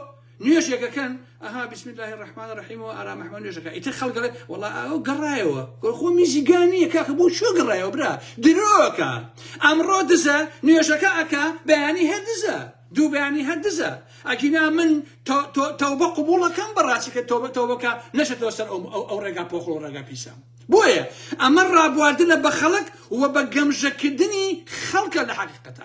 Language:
Central Kurdish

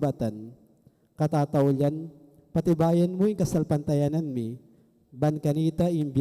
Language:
Pampanga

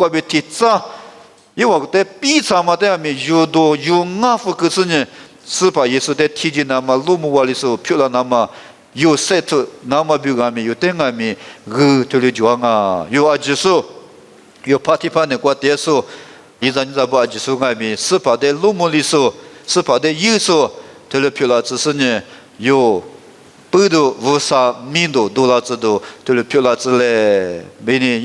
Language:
Lisu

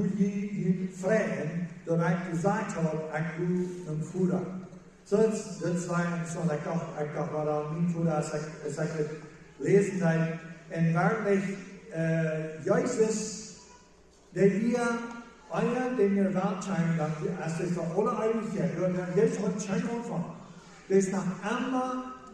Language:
Plautdietsch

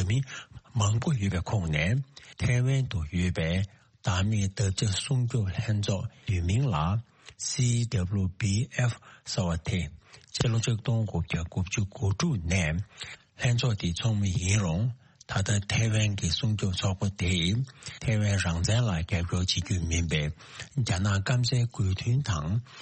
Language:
Tibetan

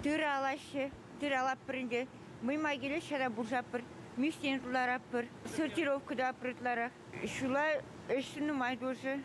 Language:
Chuvash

